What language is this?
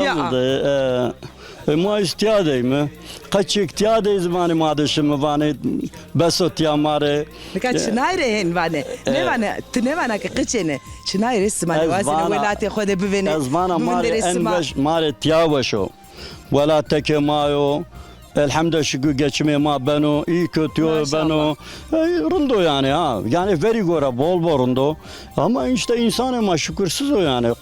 Zaza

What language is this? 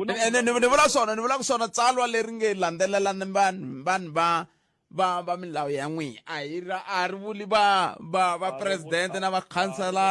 Tsonga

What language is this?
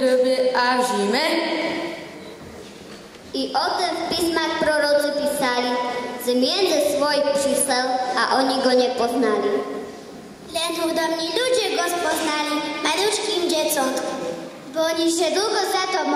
Slovak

